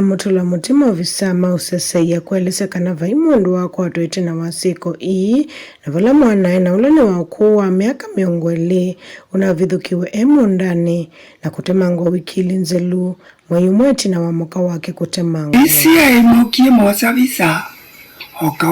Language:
Kamba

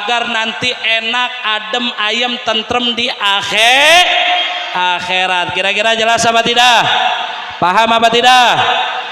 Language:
Sundanese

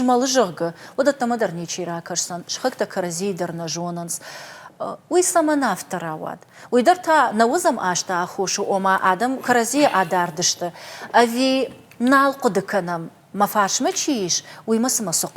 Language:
Ossetic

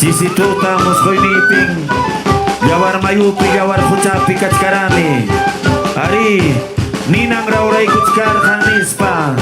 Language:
Ayacucho Quechua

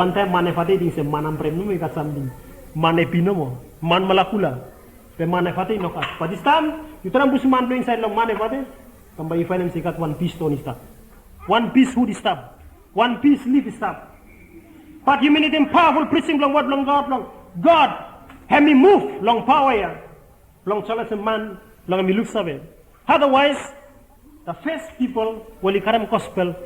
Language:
Bislama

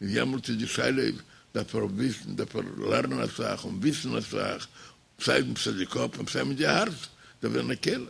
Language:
Yiddish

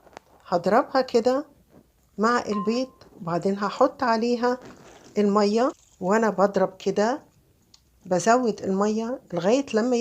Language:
Egyptian Arabic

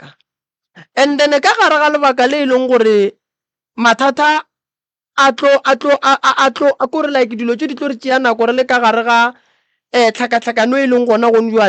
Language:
Northern Sotho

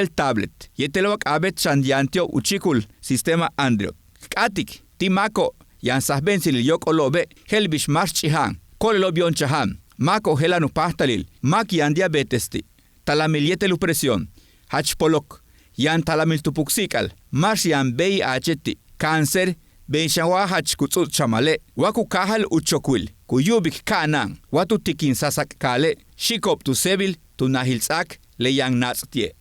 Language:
Yucateco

